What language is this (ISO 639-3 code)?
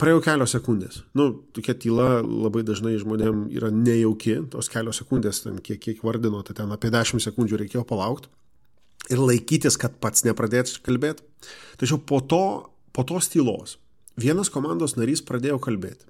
lit